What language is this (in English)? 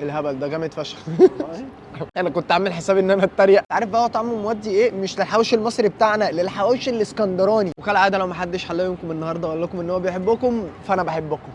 Egyptian Arabic